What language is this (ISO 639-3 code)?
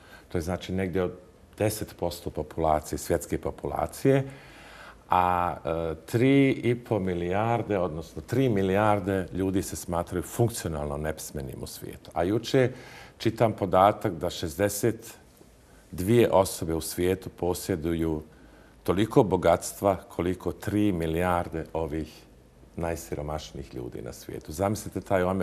bos